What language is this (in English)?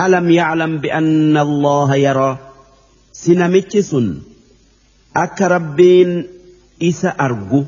Oromo